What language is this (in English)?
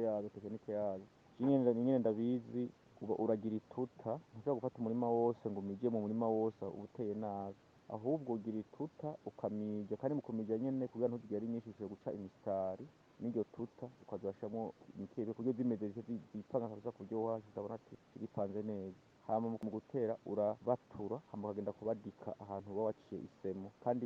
Rundi